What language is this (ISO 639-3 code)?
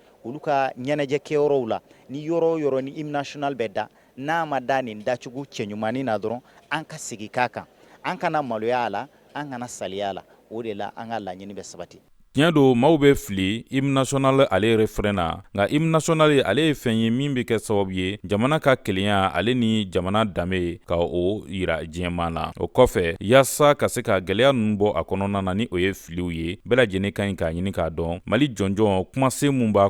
bam